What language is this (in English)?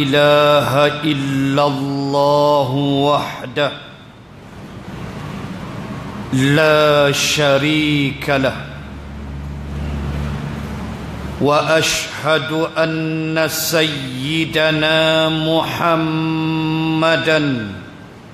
Malay